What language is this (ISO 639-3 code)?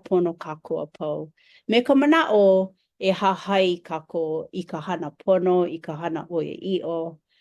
haw